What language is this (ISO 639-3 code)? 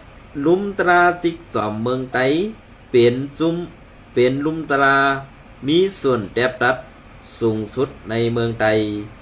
shn